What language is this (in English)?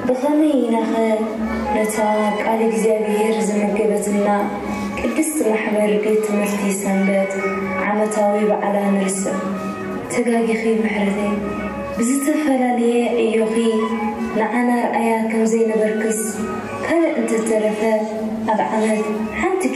Tigrinya